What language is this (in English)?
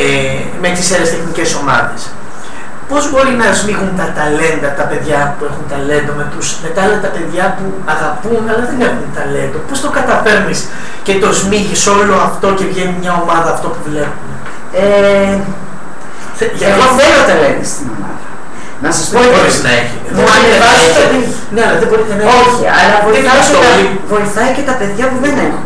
Greek